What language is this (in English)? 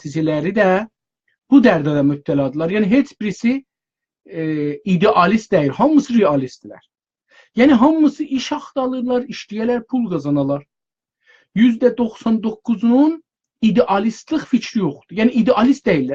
South Azerbaijani